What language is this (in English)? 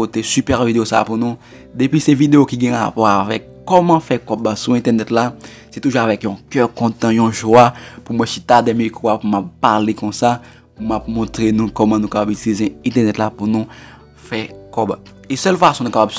Haitian Creole